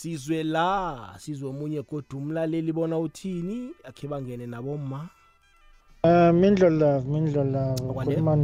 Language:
South Ndebele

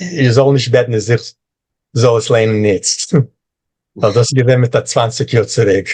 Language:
Yiddish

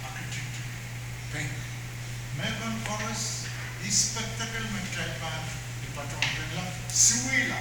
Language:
Pohnpeian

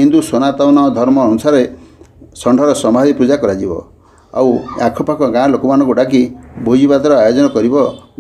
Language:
Odia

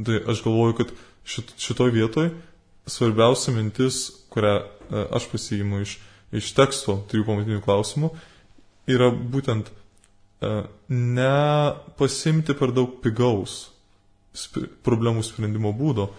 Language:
Lithuanian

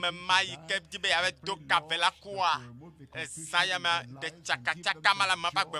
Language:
Ewe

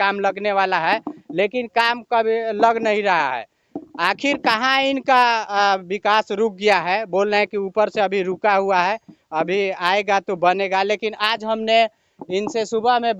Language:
Bhojpuri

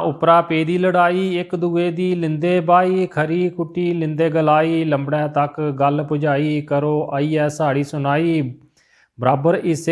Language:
Dogri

